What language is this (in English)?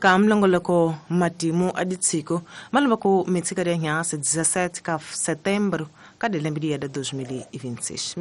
Tsonga